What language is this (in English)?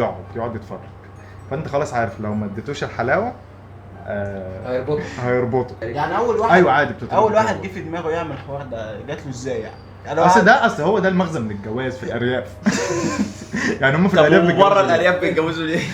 Egyptian Arabic